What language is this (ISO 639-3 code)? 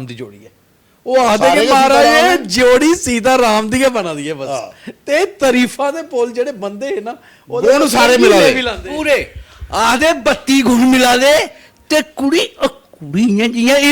doi